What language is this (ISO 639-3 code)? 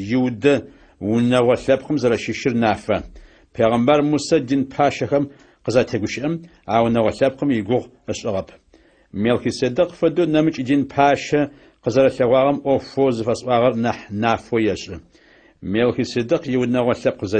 ady